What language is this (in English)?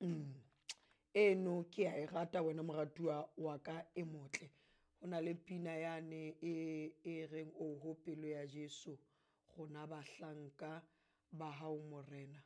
Southern Sotho